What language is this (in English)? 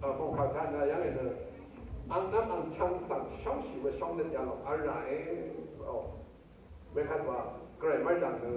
Rawang